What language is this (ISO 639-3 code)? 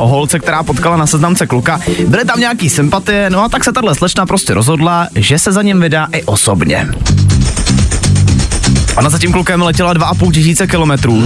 ces